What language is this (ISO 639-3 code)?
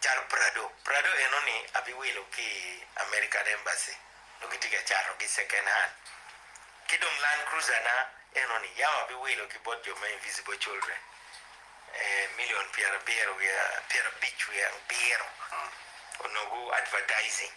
ach